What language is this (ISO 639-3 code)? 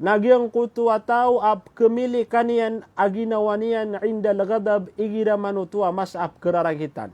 mrw